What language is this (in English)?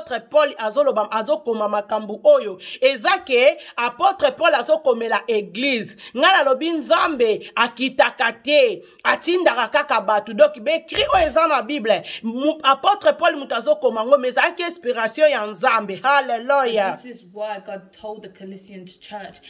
Lingala